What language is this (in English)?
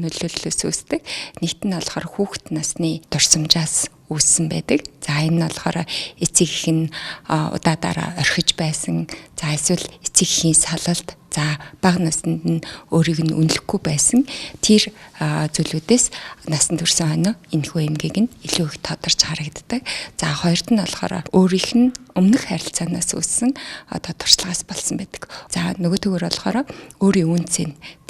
Mongolian